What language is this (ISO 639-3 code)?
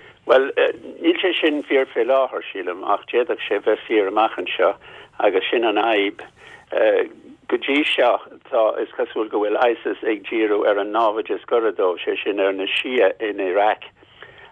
gle